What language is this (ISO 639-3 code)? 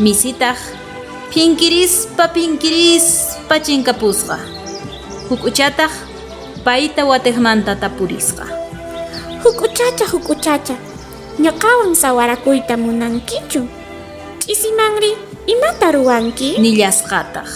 quh